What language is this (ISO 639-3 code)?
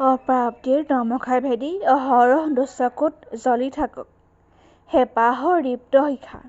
asm